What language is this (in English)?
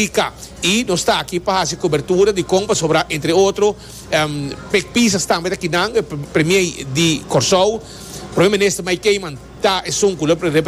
Papiamento